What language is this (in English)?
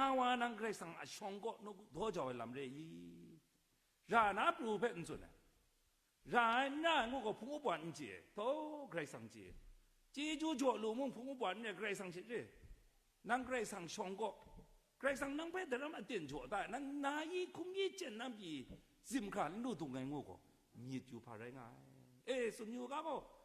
Kachin